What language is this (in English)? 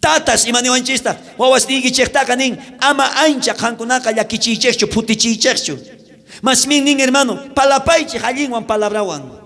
South Bolivian Quechua